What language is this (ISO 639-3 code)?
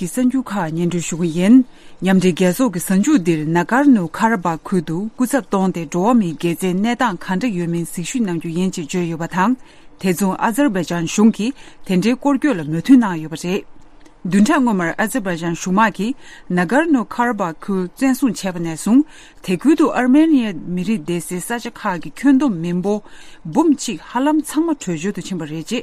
bod